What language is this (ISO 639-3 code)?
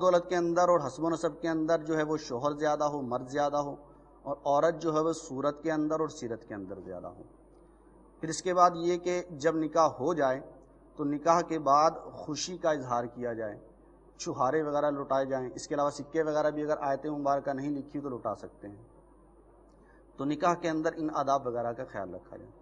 urd